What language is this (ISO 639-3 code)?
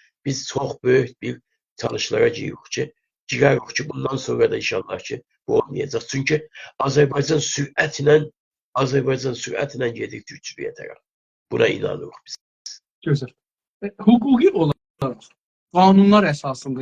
azb